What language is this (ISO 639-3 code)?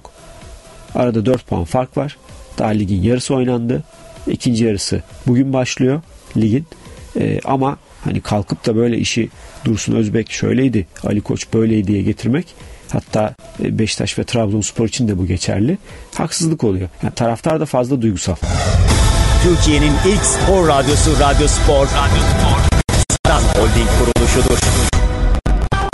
tur